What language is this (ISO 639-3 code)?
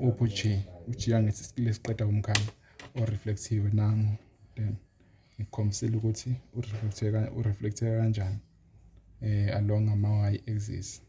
zul